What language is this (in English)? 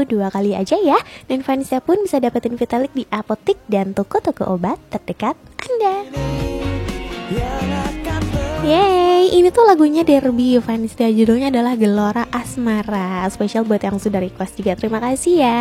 Indonesian